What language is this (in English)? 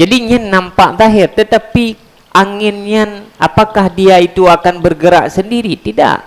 Achinese